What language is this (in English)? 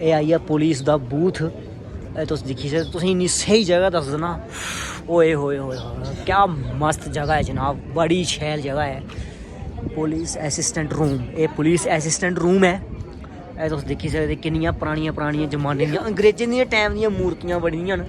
Dogri